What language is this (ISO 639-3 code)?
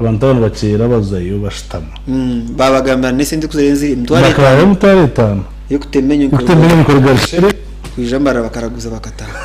nyn